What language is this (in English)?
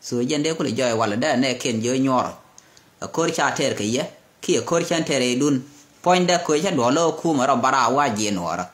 Nuer